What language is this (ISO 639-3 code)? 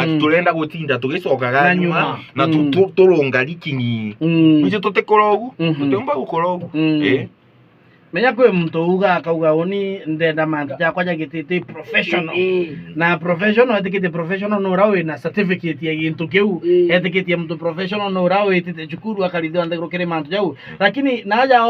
mer